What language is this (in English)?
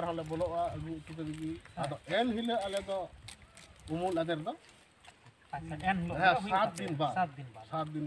Santali